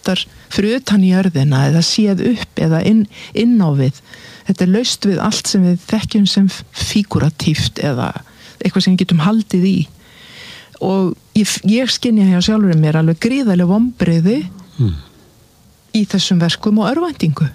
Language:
Icelandic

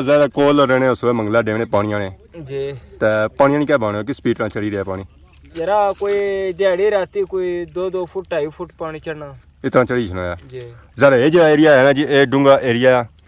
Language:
Pahari-Potwari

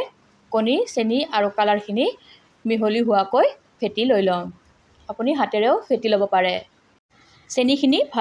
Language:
Assamese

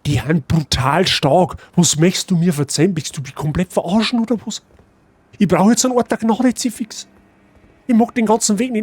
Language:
Bavarian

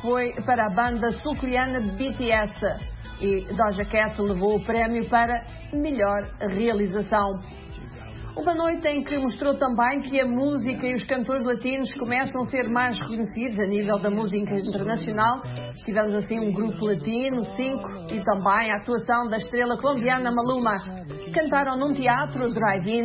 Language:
Portuguese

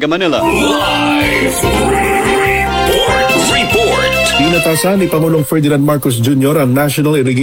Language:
Filipino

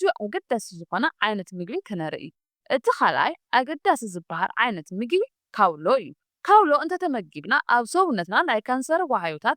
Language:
Tigrinya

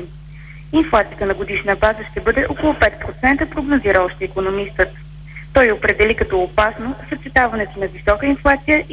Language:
Bulgarian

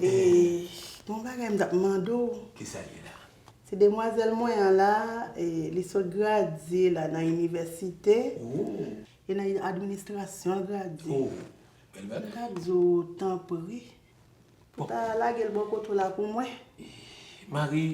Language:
Haitian Creole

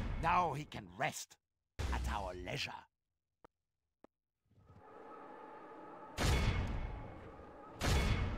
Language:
Hungarian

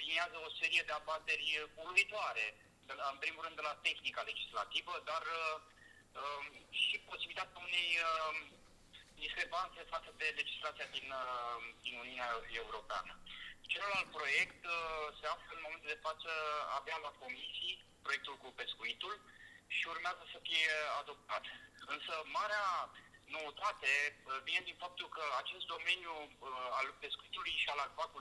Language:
Romanian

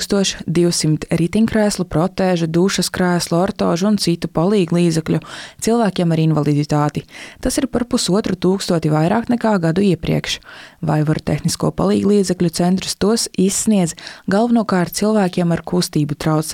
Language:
Latvian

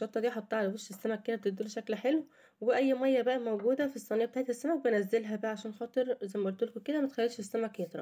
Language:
Egyptian Arabic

